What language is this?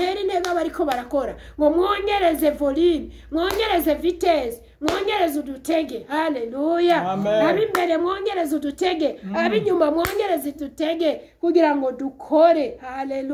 Rundi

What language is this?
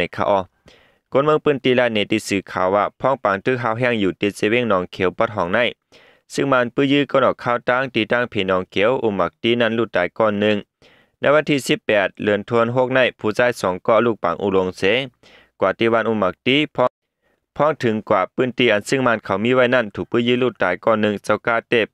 Shan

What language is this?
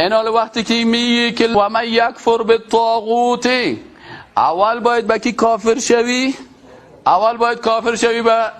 Persian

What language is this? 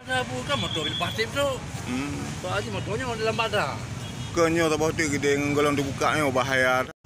Achinese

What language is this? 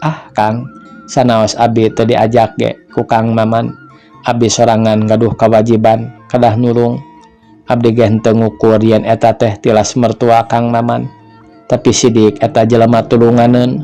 Sundanese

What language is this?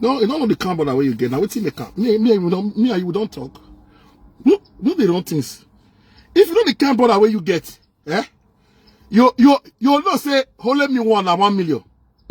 Nigerian Pidgin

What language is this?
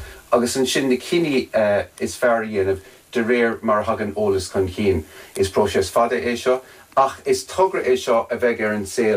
Irish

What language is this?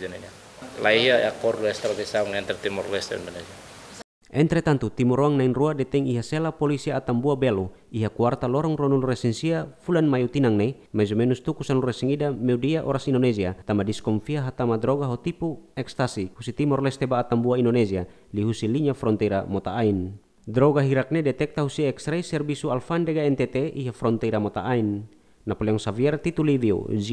Tetum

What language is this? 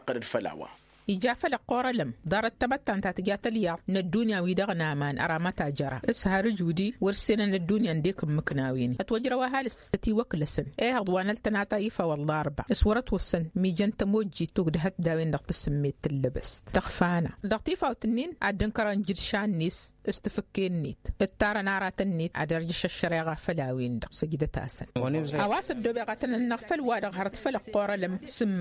Tamasheq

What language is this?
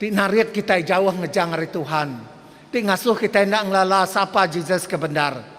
Iban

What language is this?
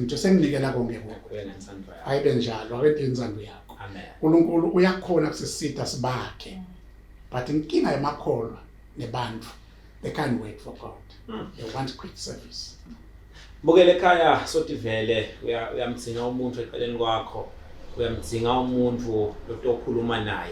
Swati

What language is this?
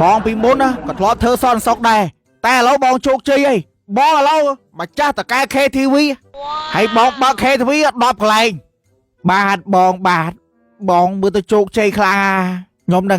Khmer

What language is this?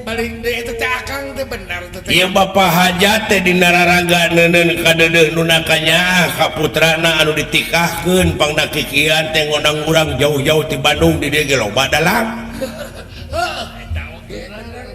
Sundanese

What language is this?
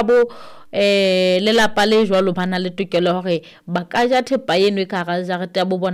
Southern Sotho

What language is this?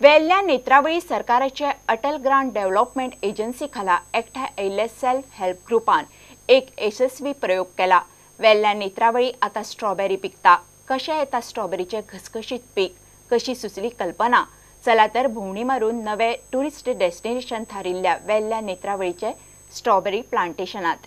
Konkani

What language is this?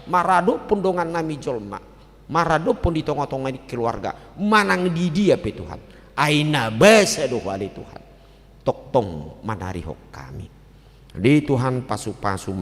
Batak Toba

